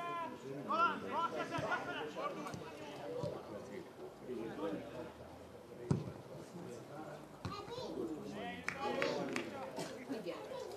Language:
Hungarian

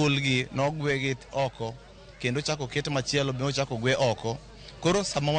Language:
Luo (Kenya and Tanzania)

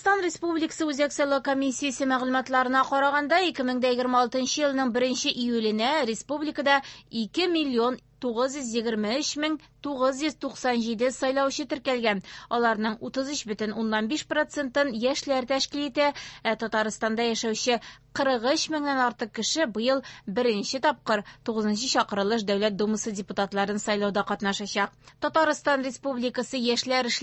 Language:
Tatar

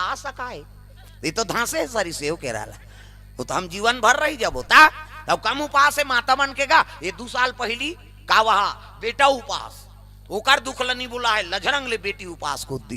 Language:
Chhattisgarhi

